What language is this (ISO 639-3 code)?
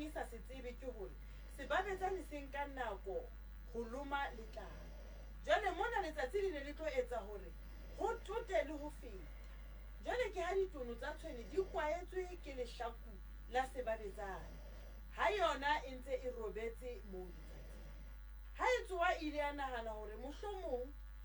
sot